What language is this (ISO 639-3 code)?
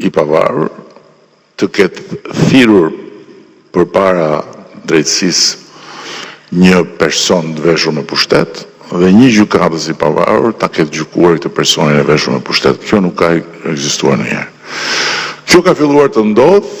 sqi